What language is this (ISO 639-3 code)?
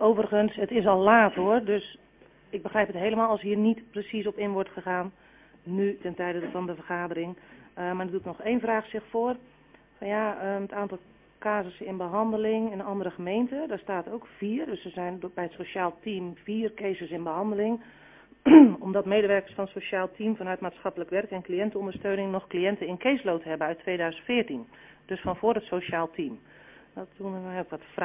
nld